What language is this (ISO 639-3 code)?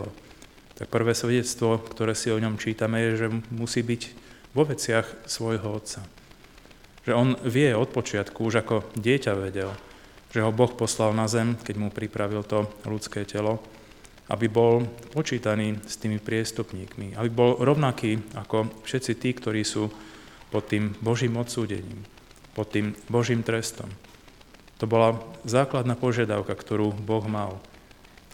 slk